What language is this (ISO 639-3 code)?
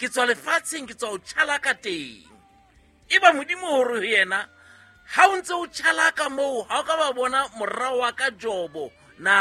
sot